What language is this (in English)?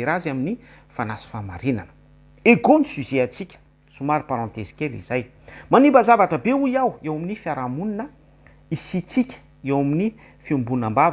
Malagasy